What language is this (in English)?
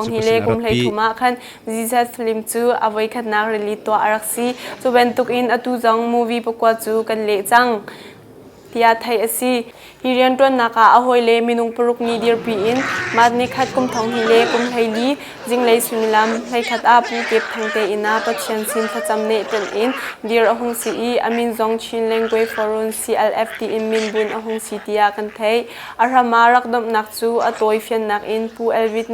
Hakha Chin